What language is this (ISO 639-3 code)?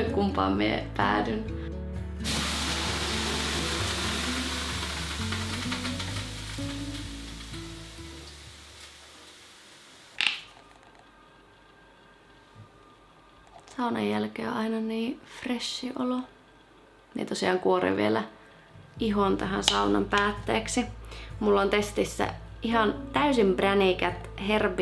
fin